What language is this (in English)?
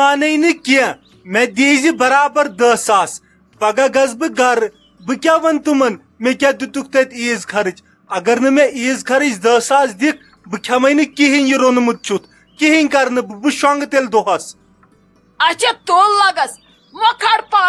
Kashmiri